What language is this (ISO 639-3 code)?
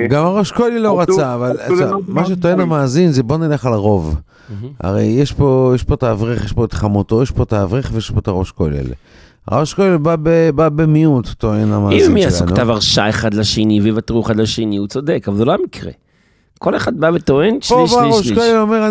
heb